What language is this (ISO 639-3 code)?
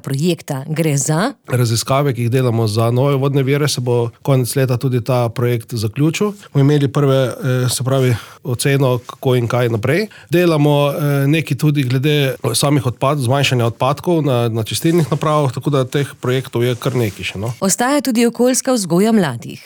slv